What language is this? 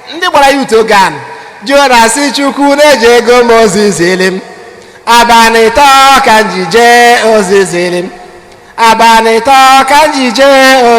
Igbo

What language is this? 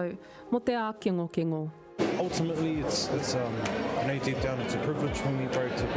Māori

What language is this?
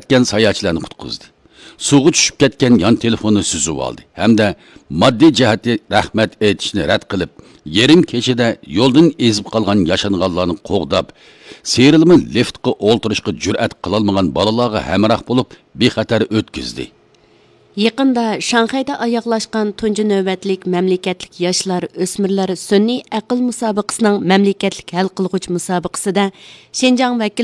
Uyghur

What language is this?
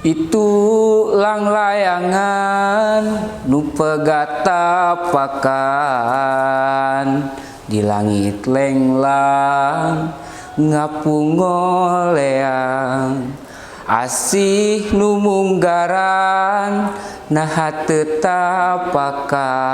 Sundanese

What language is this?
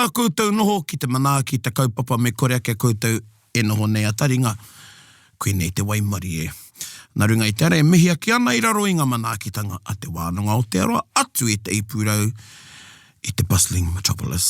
Māori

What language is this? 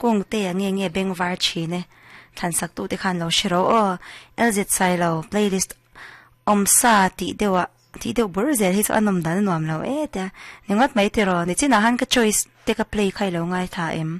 Mizo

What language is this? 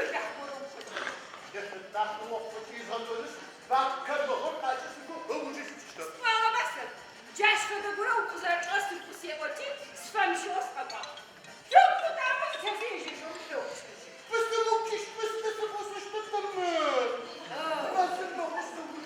Adyghe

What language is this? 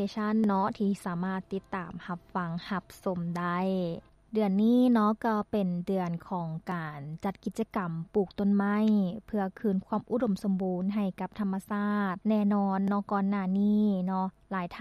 Lao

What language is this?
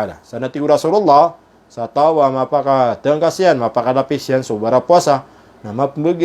Maranao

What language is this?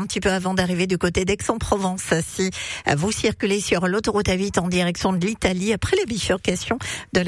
French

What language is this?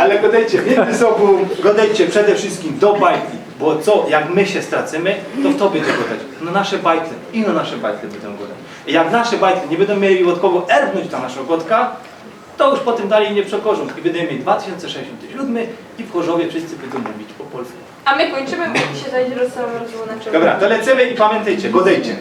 Silesian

